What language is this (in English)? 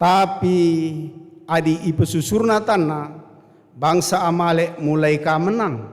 Batak Karo